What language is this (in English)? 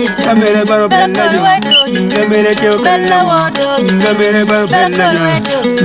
Acoli